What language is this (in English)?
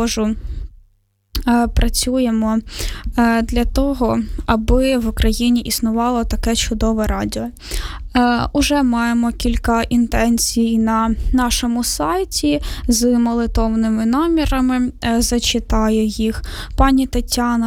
Ukrainian